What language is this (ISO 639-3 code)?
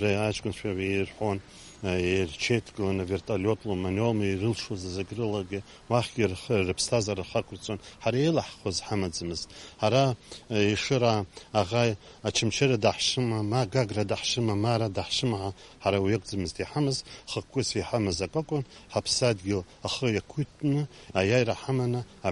abk